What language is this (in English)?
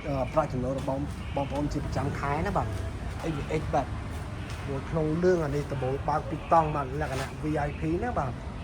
Khmer